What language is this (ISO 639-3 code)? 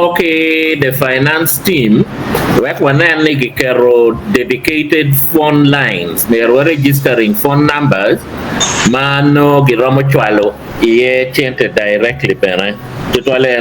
ach